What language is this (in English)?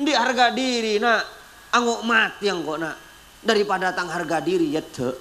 Madurese